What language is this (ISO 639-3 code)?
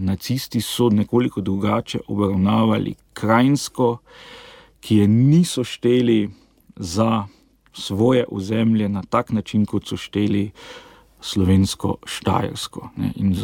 slv